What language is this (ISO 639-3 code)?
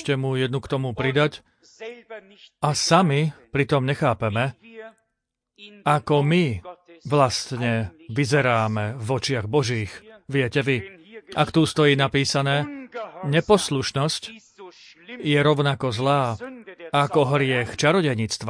slk